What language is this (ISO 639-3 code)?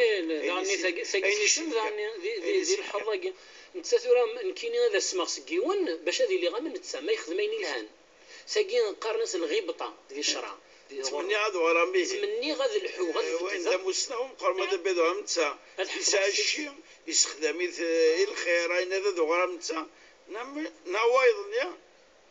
kab